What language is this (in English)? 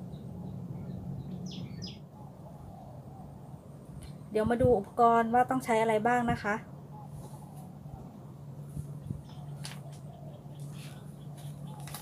Thai